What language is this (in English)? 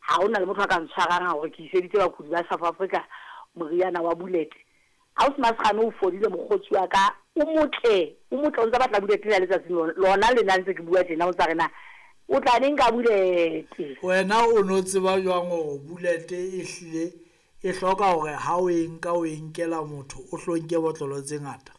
Southern Sotho